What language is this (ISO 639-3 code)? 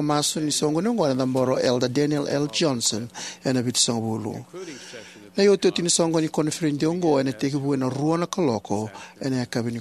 fij